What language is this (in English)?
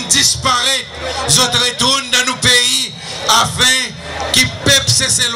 Seselwa Creole French